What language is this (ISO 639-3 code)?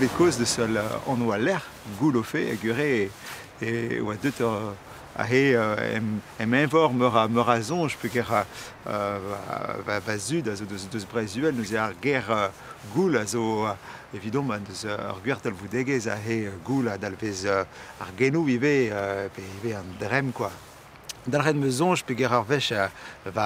bre